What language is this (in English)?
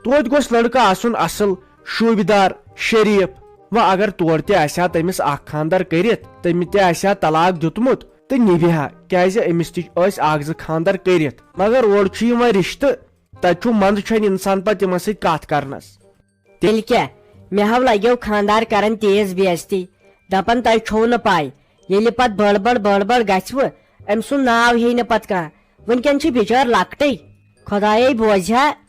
Kashmiri